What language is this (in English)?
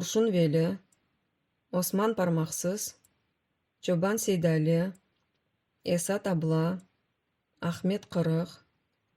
Crimean Tatar